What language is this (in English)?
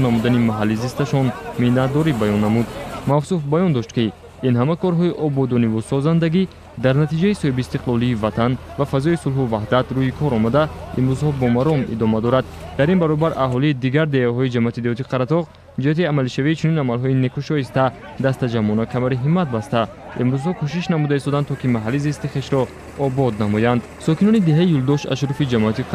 Tajik